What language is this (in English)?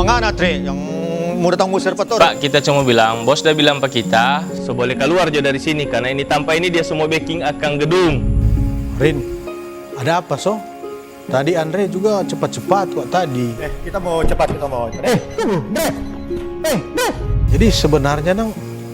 Manado Malay